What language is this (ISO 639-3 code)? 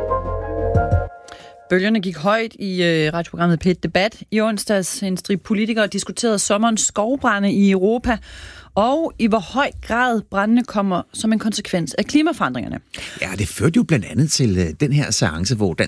dan